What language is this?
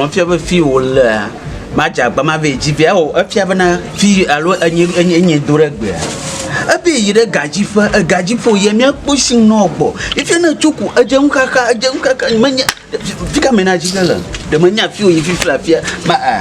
Ewe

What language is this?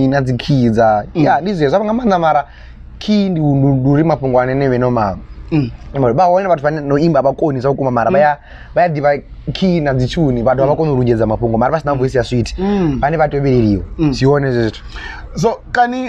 Venda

